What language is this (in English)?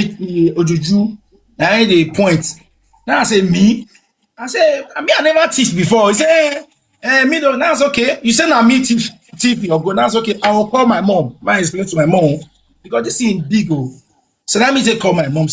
Nigerian Pidgin